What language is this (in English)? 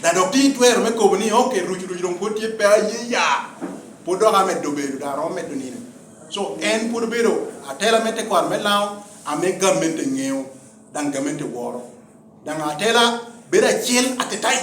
Lango (Uganda)